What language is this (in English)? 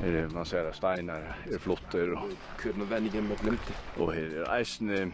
Faroese